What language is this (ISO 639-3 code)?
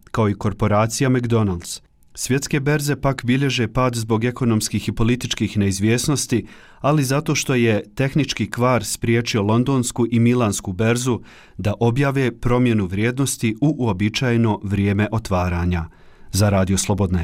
bos